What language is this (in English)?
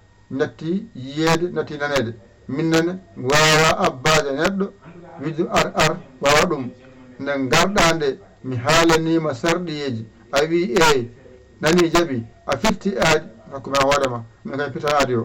Fula